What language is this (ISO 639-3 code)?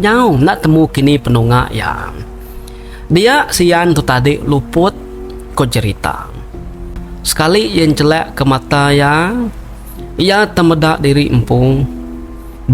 iba